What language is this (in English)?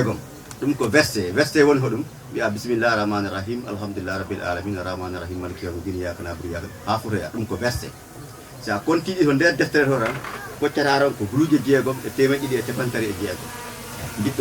Fula